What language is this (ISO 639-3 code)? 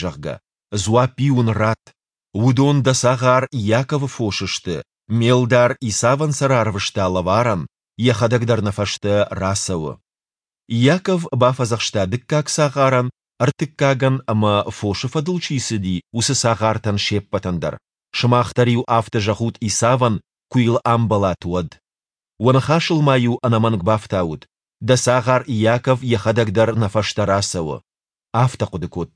oss